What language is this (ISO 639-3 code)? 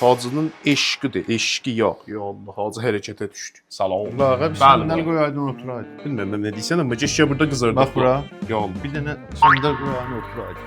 azb